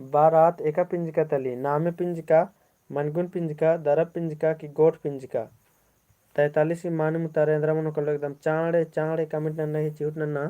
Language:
Kurukh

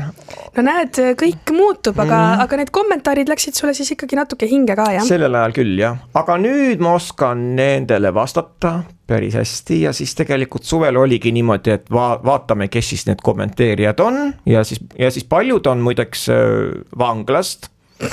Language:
Estonian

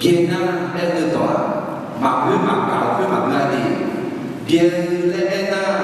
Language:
Akha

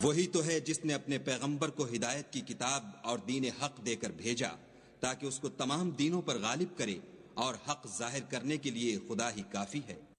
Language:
Urdu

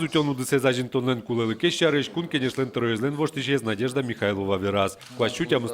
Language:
Udmurt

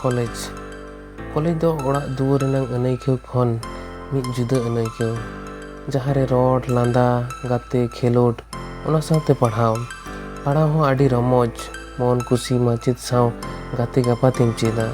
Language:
Santali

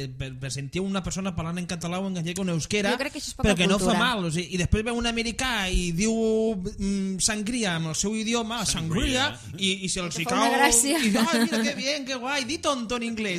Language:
Catalan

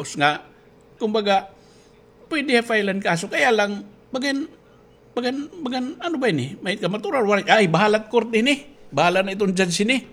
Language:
Waray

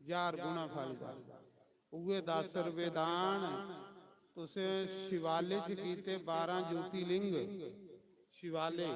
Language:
Dogri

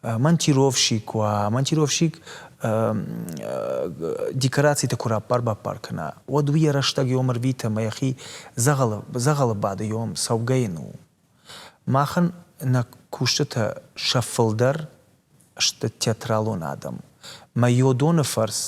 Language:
Ossetic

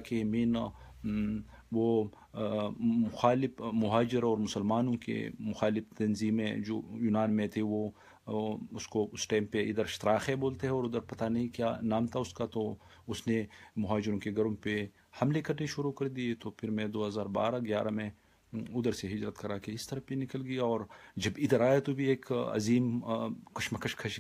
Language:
Urdu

